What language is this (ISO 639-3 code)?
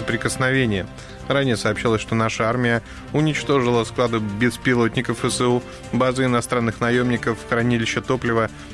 rus